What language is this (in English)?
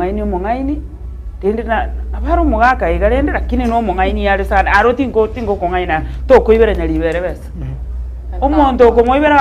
Gusii